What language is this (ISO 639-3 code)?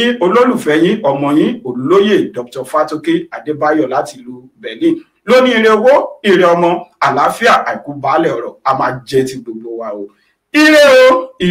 yor